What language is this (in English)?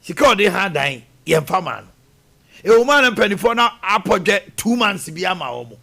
Akan